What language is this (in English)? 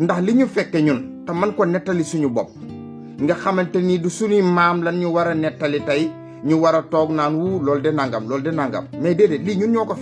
Wolof